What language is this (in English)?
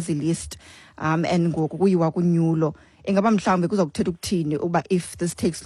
Xhosa